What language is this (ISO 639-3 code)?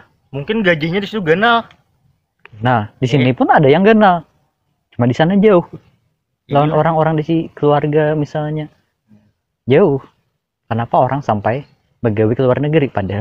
bjn